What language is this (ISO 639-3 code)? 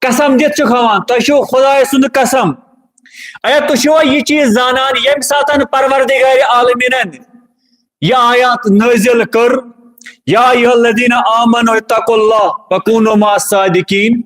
kas